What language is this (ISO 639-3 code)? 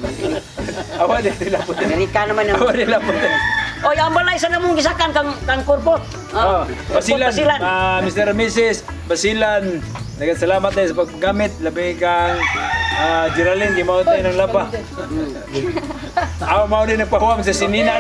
ceb